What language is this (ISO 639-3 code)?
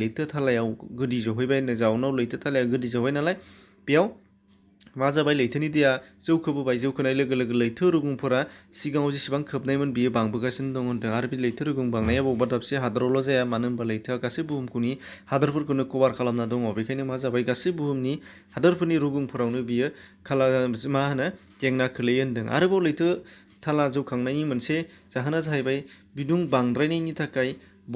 brx